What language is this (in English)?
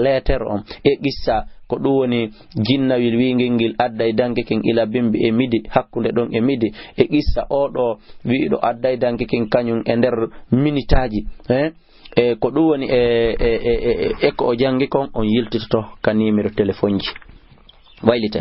Fula